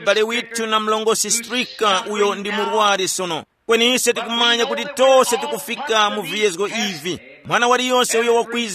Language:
Tumbuka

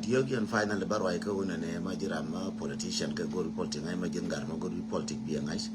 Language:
Nuer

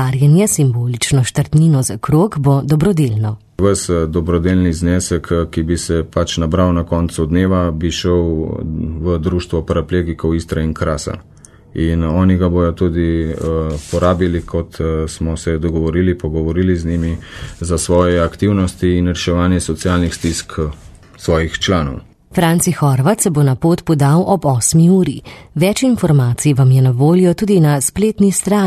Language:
Slovenian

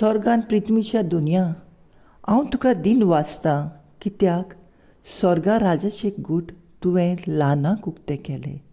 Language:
Konkani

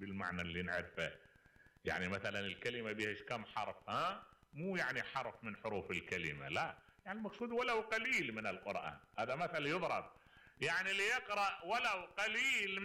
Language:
Mesopotamian Arabic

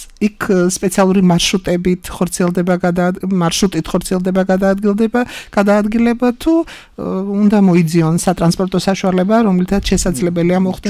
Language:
Georgian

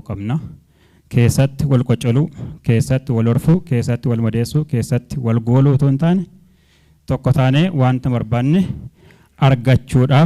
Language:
Oromo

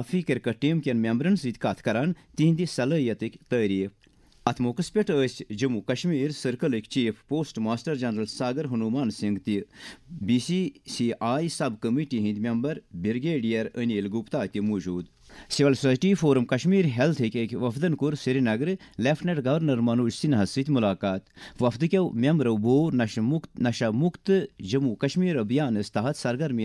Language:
Kashmiri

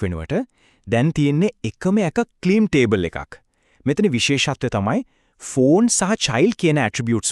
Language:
Sinhala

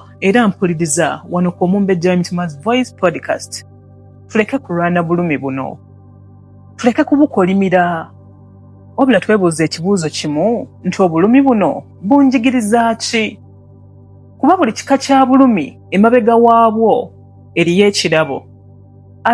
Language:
Ganda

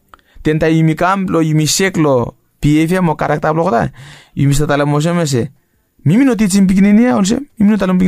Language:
Bislama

